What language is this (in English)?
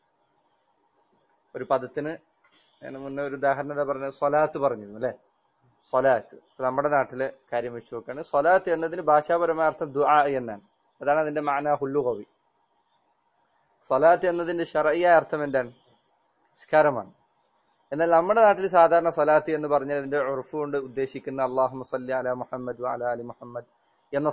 Malayalam